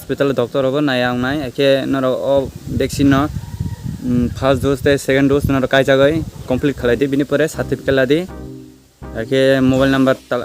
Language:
Kok Borok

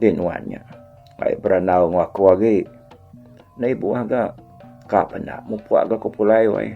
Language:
Iban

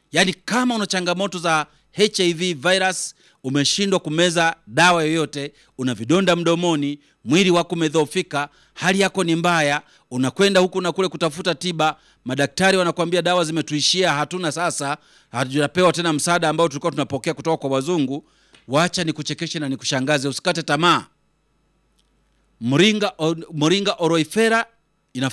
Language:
Swahili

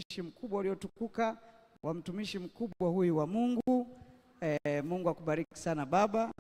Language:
Swahili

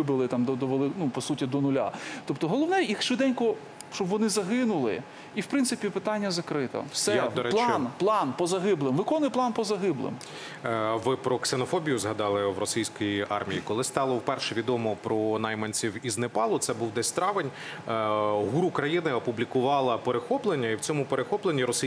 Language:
Ukrainian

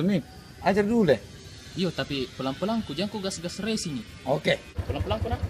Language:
Makassar Malay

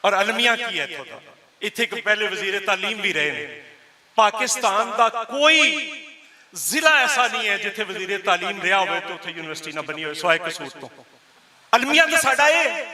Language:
Western Panjabi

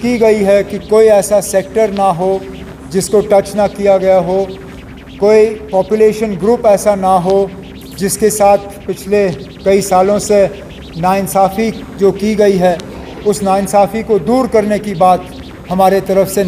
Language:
Hindi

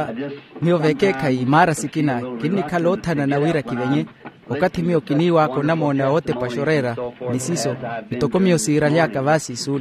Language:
Makhuwa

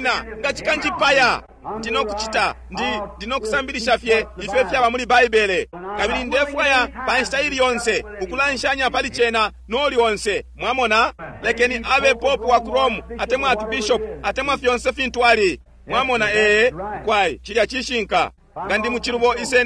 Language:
Bemba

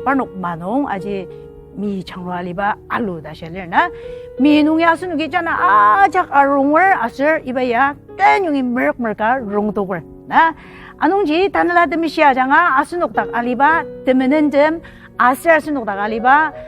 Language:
Ao Naga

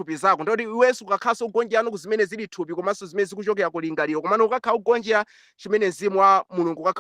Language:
Nyanja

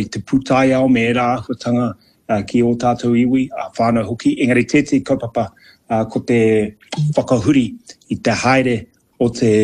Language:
Māori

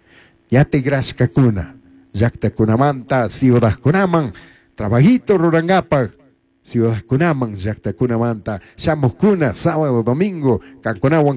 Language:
Chimborazo Highland Quichua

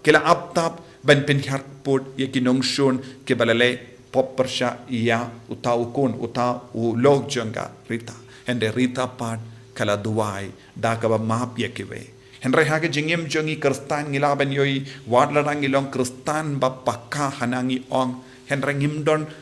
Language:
Khasi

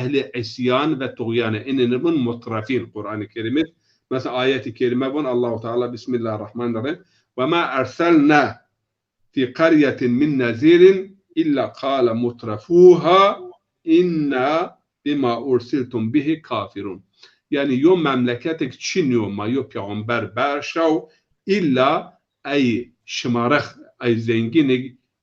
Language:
Zaza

